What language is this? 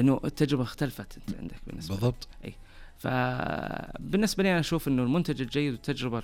Najdi Arabic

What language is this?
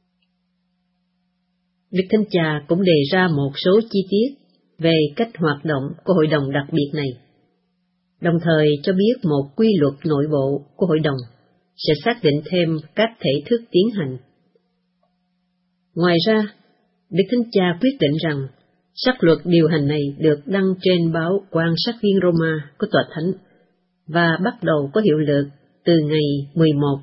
Vietnamese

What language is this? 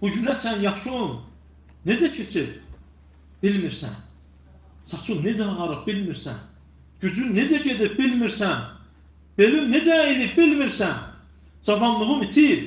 Azerbaijani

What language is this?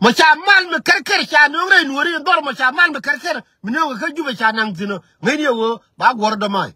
Nuer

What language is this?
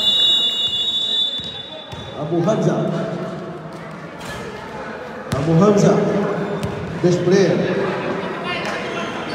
Malay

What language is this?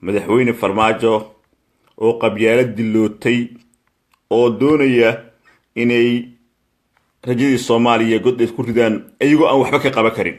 Somali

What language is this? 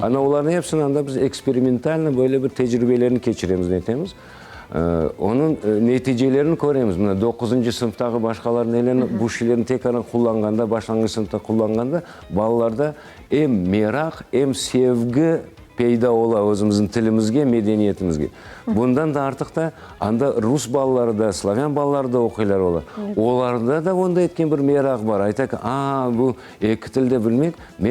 Crimean Tatar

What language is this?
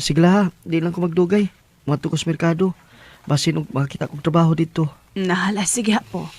Cebuano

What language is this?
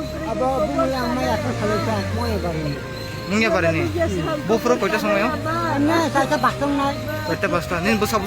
Kok Borok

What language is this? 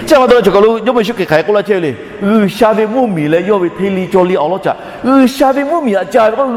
Lahu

